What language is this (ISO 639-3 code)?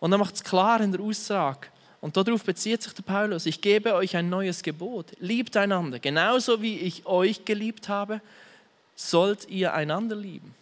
gsw